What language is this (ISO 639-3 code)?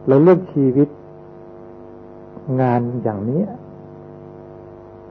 tha